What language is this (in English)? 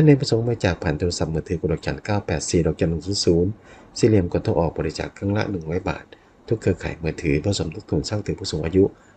Thai